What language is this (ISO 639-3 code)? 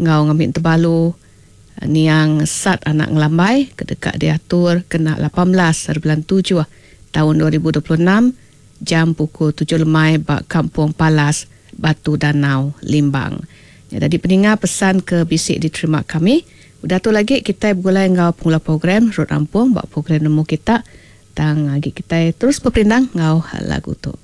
iba